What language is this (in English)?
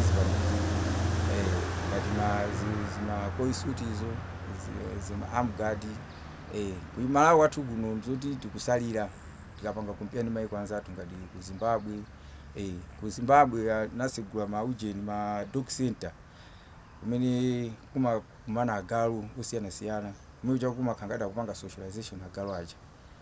Nyanja